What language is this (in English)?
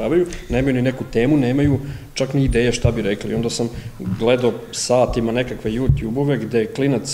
Serbian